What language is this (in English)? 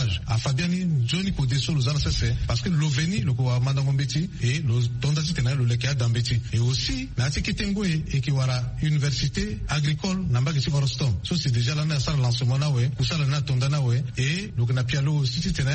Sango